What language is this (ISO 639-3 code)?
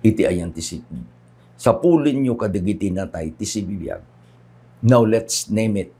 ilo